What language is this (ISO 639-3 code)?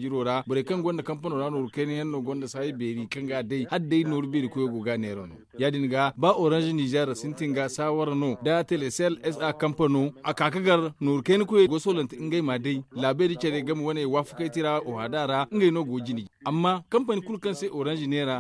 dje